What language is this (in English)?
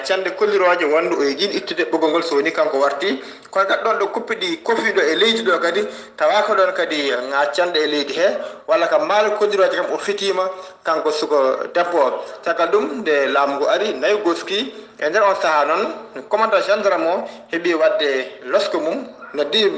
Fula